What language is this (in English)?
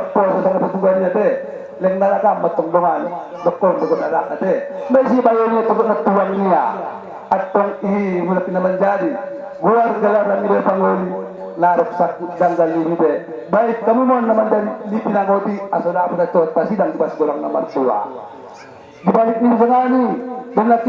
Batak Angkola